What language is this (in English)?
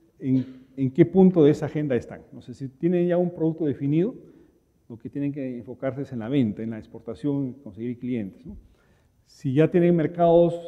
Spanish